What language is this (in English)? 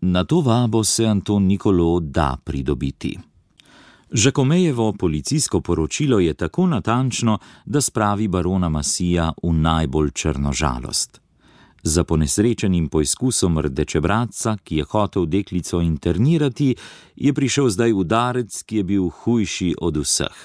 Slovenian